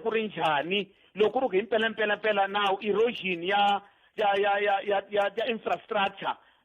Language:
Tsonga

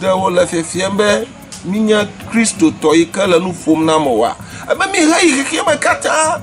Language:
Ewe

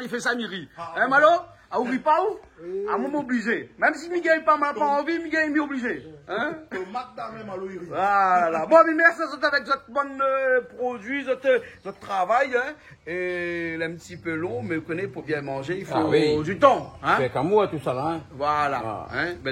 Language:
Réunion Creole French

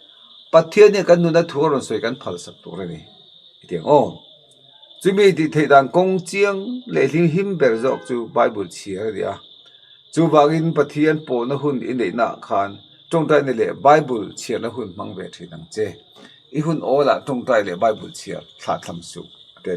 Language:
Mizo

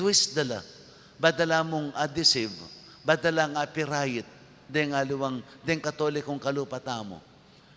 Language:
Pampanga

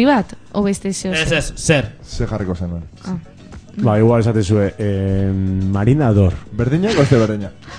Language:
Basque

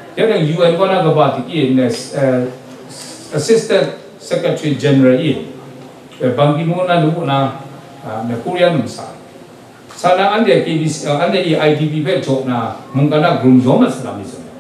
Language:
Kachin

